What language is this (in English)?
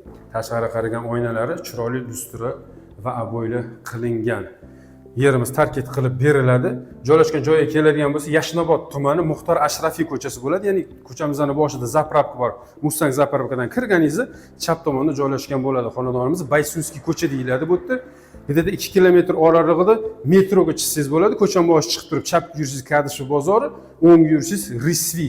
Uzbek